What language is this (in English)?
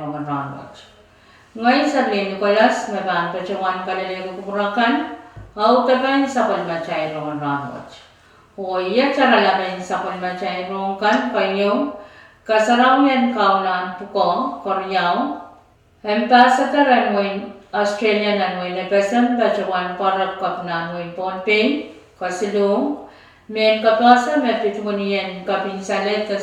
Pohnpeian